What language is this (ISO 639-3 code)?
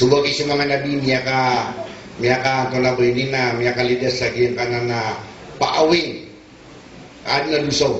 mrw